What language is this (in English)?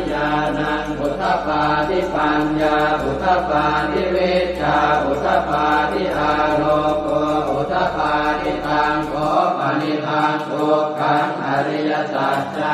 Pali